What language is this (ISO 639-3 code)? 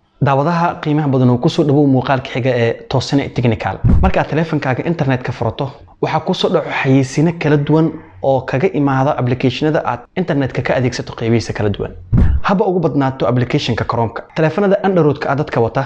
som